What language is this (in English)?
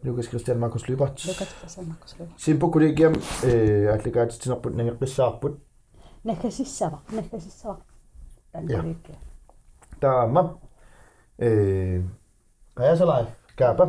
Kalaallisut